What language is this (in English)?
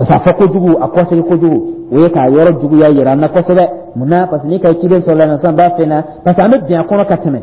Dyula